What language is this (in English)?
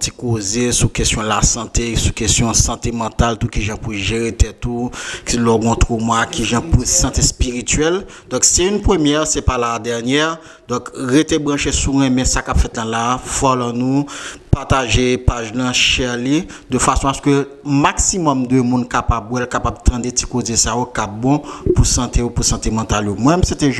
Haitian Creole